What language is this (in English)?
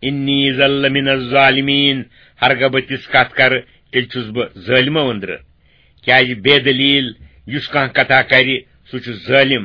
Kashmiri